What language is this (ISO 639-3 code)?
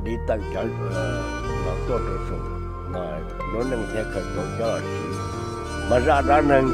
hmn